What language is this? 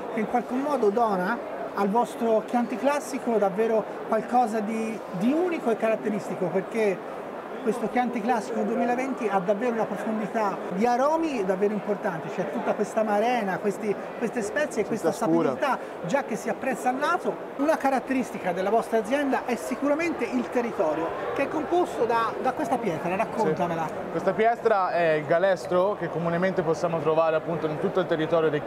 Italian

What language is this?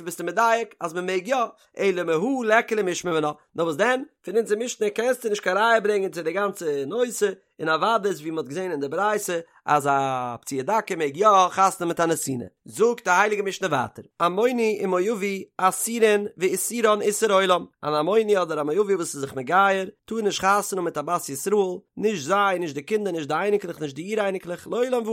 Yiddish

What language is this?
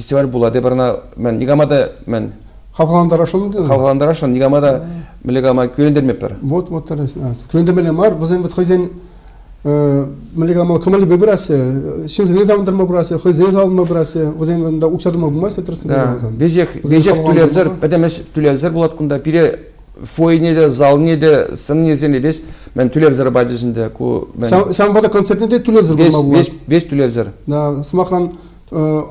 Chuvash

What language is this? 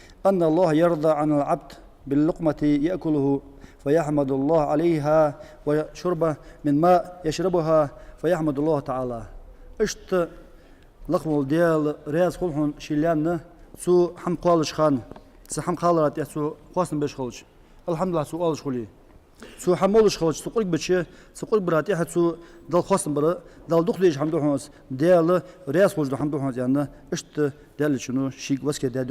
Ingush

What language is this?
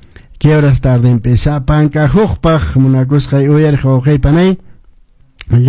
Quechua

